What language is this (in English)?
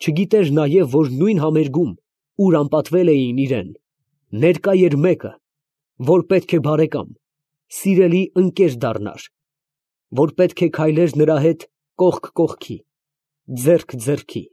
Armenian